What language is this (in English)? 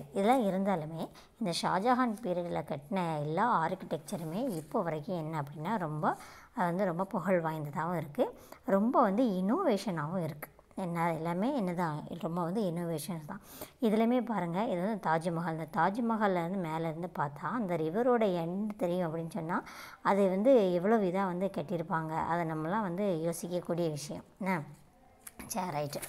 Tamil